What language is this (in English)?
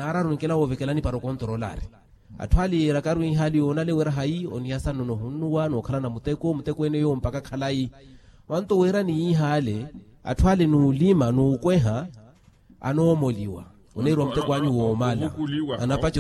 Makhuwa